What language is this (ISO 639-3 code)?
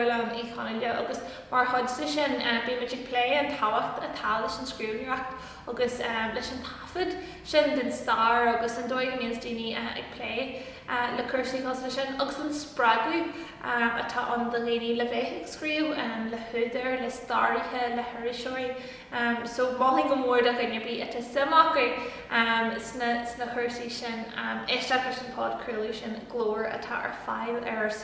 gle